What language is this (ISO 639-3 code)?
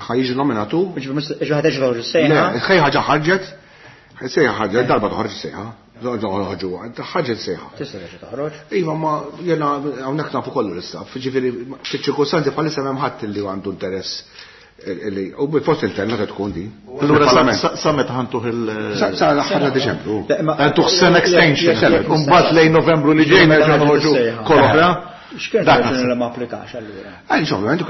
mlt